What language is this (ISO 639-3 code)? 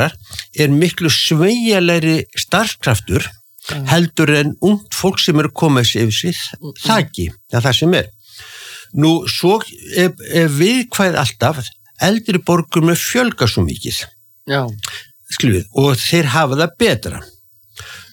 isl